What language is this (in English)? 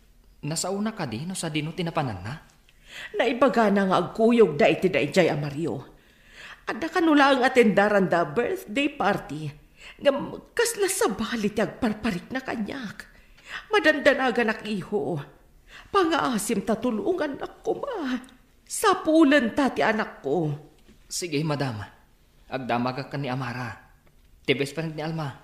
Iloko